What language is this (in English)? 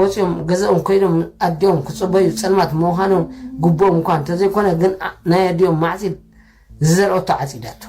Tigrinya